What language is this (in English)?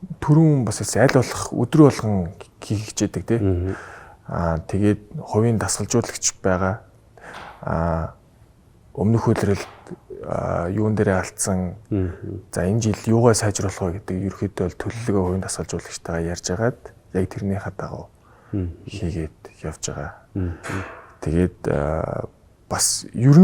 Mongolian